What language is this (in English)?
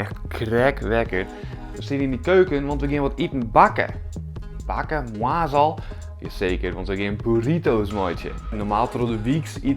Western Frisian